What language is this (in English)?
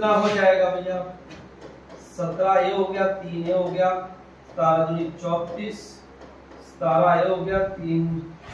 Hindi